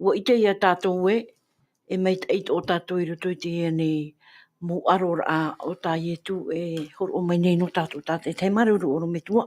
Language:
Tahitian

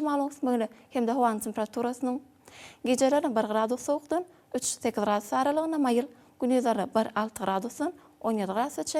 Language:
Turkmen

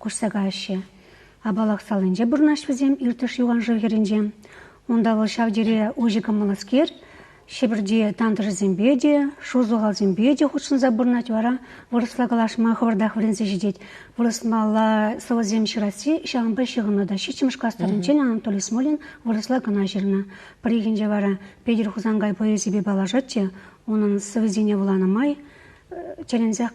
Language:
Chuvash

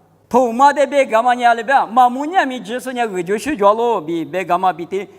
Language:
Lisu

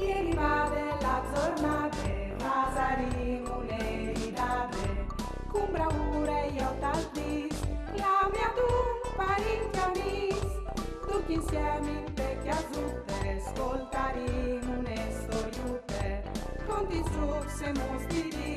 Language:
Friulian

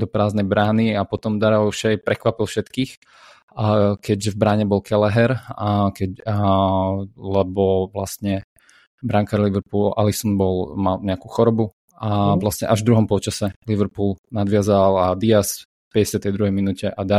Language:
Slovak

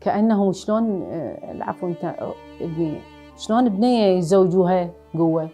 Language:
Mesopotamian Arabic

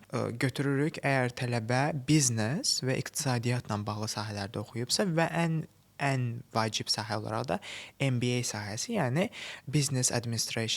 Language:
Azerbaijani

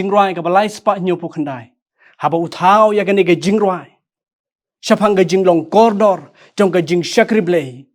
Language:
Khasi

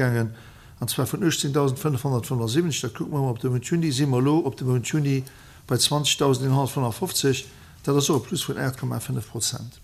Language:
Luxembourgish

